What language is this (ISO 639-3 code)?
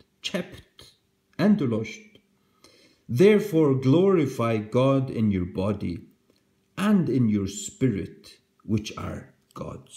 fao